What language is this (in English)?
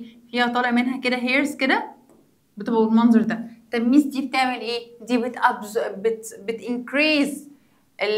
Egyptian Arabic